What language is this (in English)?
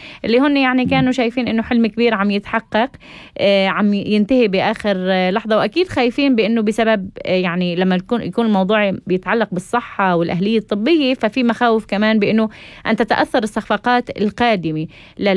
North Levantine Arabic